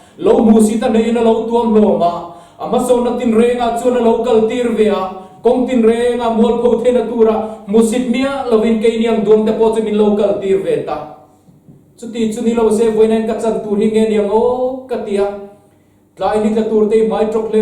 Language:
Mizo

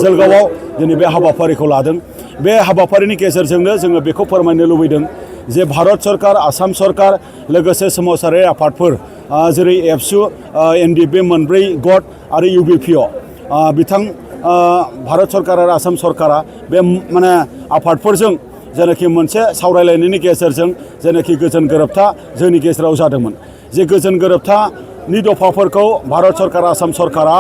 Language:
Bodo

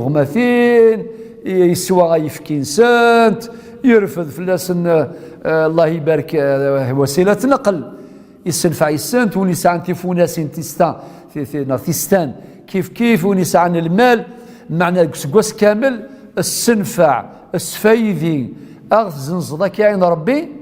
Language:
Kabyle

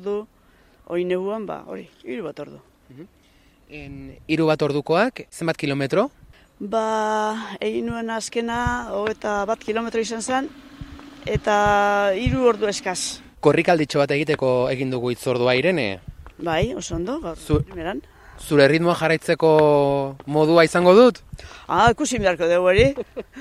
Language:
Basque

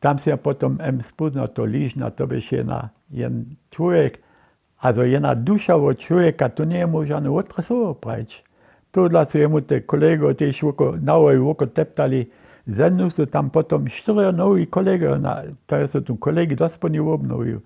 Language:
Upper Sorbian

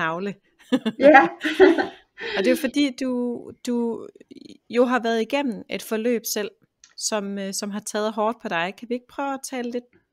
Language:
Danish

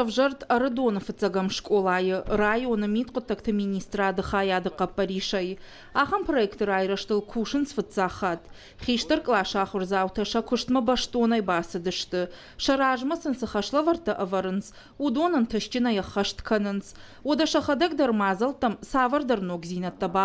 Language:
Ossetic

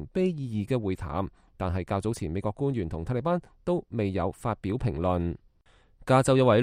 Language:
Cantonese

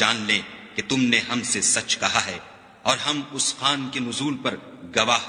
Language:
Urdu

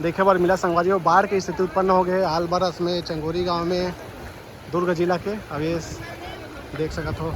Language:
Chhattisgarhi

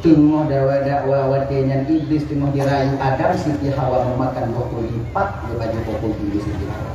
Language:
Achinese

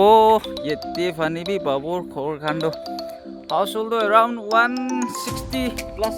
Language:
Naga Pidgin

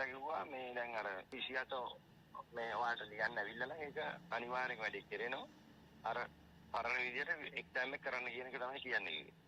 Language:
Sinhala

